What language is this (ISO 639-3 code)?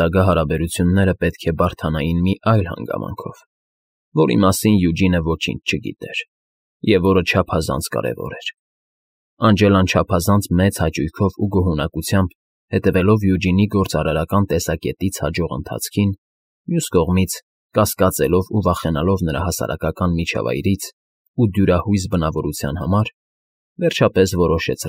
hye